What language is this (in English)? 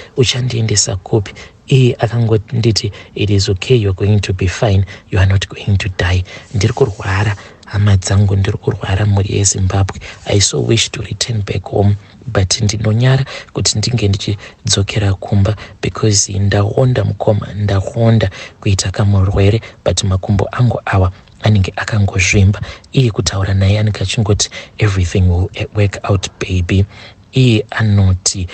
Shona